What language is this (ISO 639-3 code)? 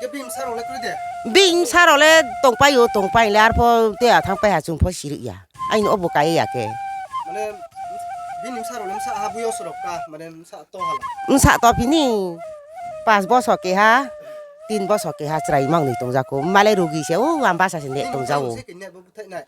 ria